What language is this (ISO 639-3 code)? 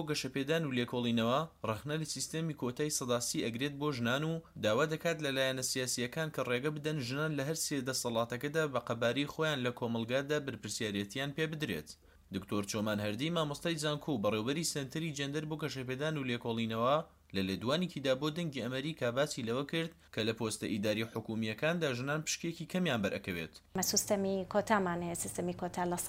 ckb